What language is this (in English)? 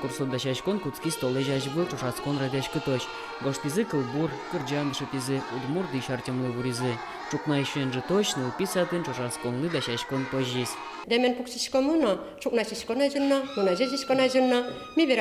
Udmurt